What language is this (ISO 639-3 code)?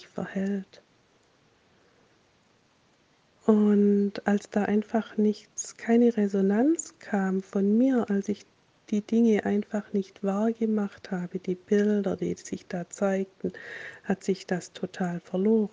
deu